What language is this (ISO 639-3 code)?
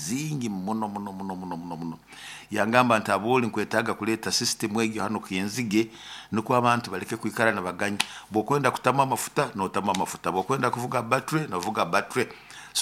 nyo